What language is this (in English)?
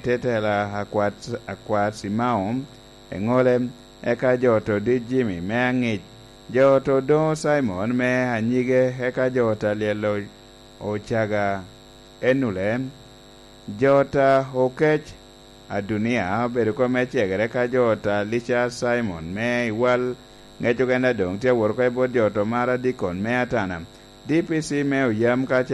Lango (Uganda)